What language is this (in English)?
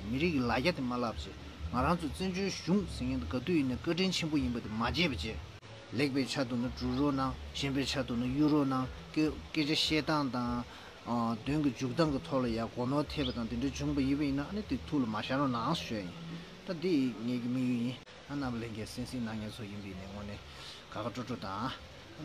Tibetan